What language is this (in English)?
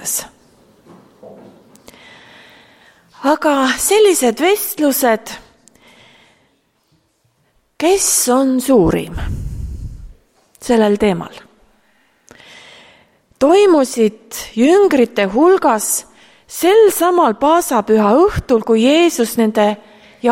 Estonian